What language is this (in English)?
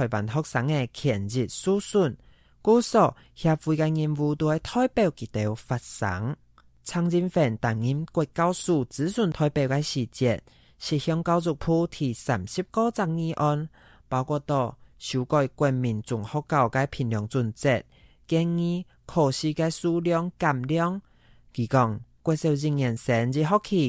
Hakka Chinese